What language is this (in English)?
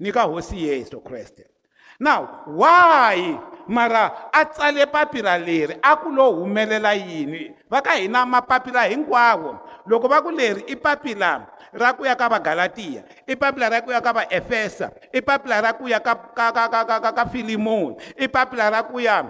Tsonga